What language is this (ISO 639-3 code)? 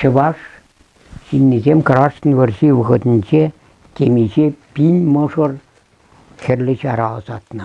chv